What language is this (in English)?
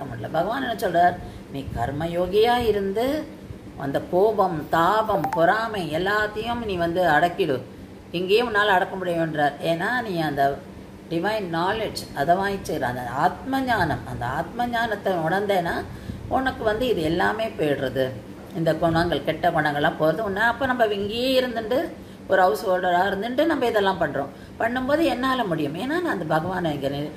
Tamil